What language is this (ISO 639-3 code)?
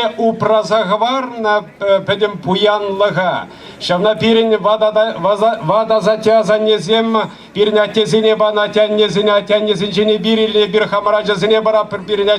chv